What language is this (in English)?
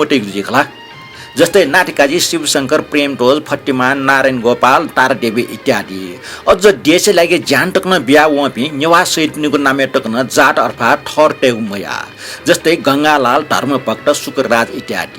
Newari